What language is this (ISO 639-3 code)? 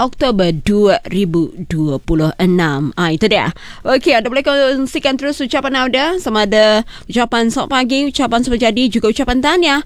msa